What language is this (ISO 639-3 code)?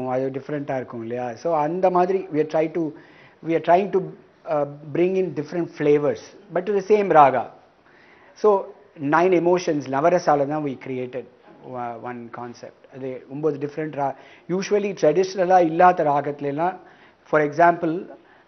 tam